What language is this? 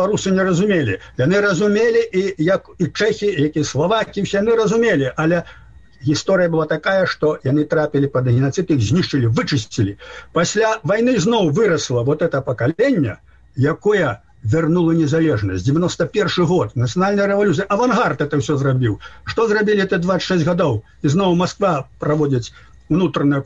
Belarusian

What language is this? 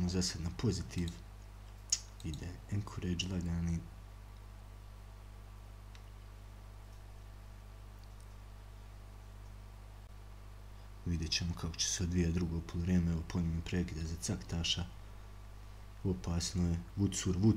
Croatian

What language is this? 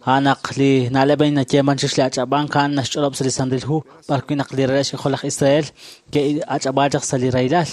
Kekchí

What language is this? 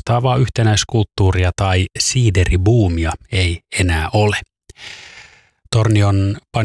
Finnish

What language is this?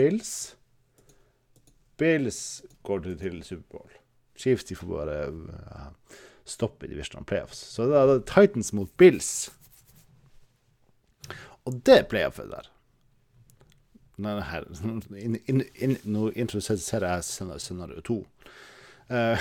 Norwegian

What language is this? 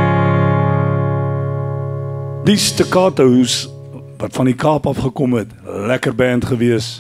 Afrikaans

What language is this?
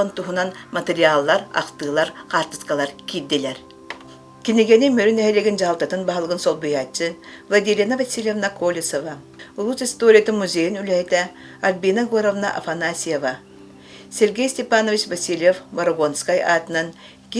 Yakut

